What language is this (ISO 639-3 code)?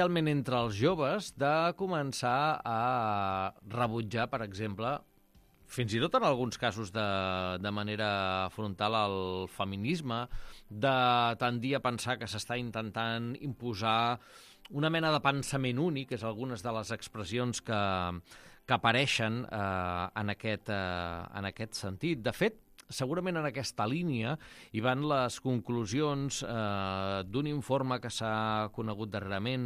cat